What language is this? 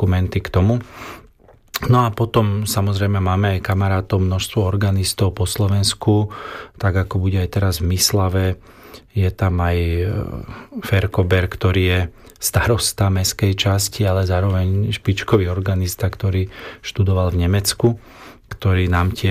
Slovak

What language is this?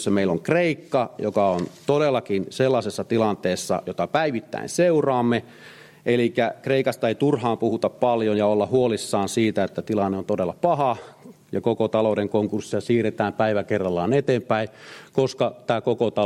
Finnish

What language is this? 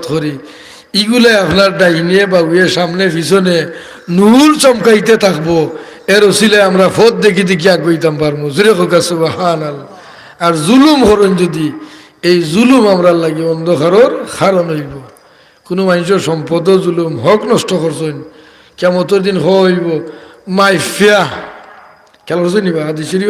Sylheti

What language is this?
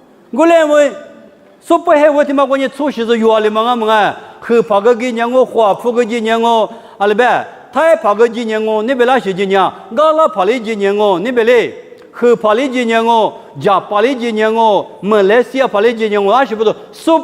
Lisu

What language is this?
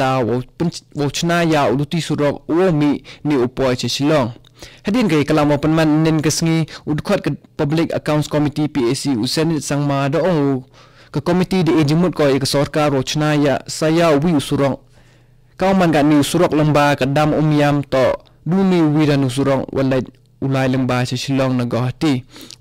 Khasi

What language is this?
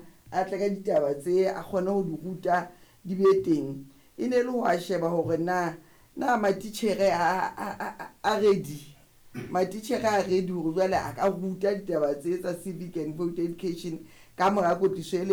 Southern Sotho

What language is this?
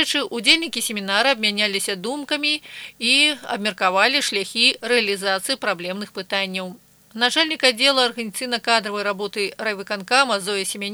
Belarusian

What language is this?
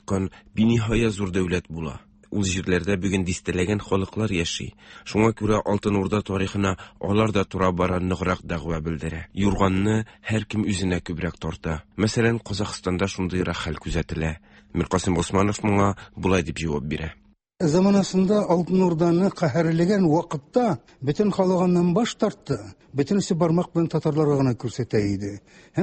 Tatar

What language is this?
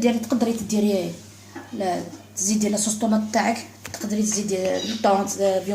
Algerian Arabic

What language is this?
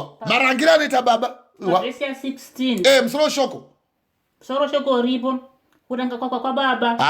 Shona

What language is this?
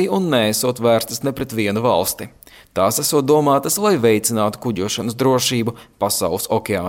Latvian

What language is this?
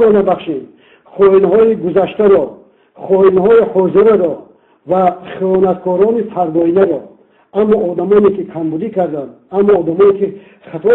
Tajik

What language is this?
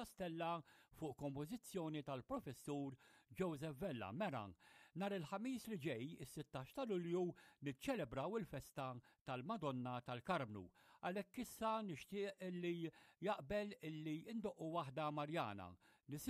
Maltese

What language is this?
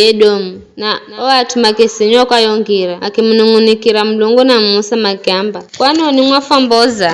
Giryama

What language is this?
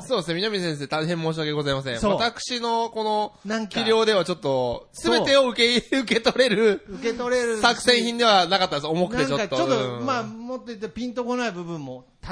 Japanese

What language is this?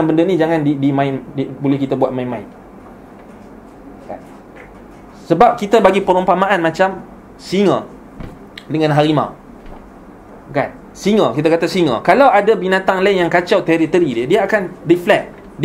Malay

